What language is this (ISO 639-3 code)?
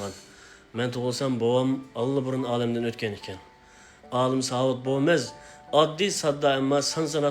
uig